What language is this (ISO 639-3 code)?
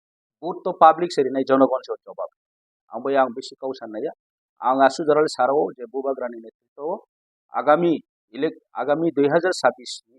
ria